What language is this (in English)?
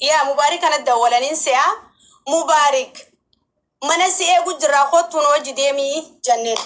Oromo